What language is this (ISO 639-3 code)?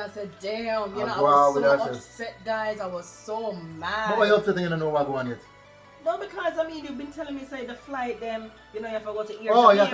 jam